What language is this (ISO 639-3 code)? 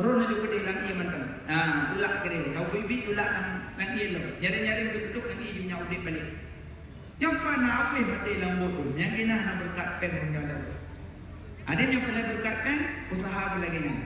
ace